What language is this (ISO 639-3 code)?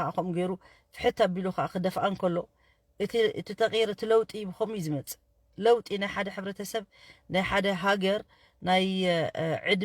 tir